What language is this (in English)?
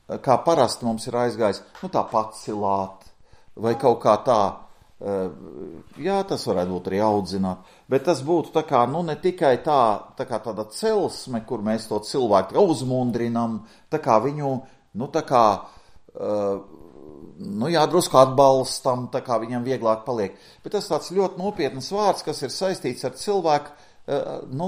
Latvian